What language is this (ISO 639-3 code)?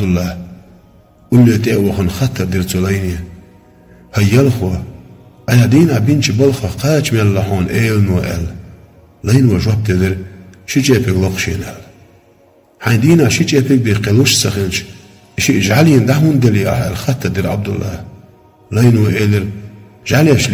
che